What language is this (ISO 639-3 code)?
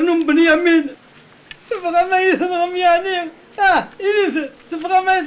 kab